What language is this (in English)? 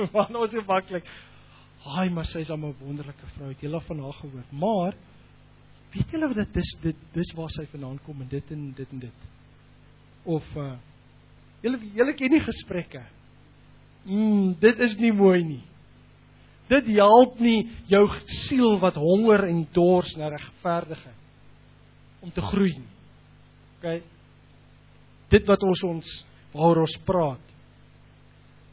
Afrikaans